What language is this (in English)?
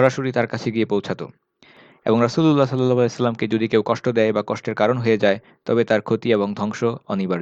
Bangla